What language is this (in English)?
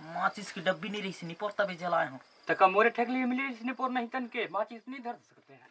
Chhattisgarhi